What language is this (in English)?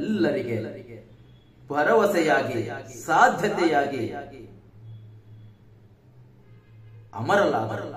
Kannada